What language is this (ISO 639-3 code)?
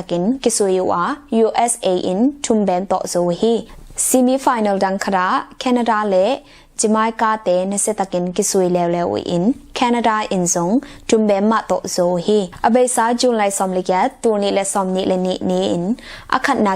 ctd